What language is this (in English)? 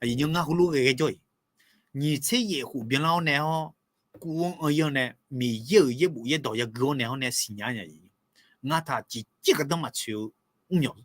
Akha